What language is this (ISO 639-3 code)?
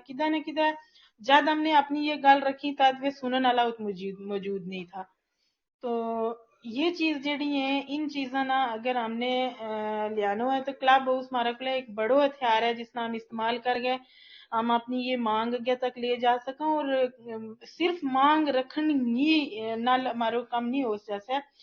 gju